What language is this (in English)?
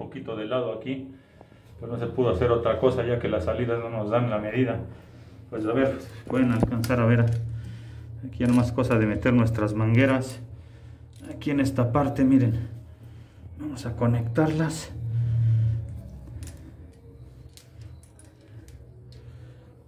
Spanish